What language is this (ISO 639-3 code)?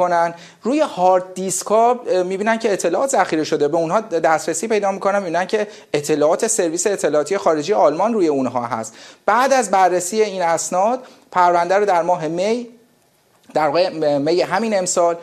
fas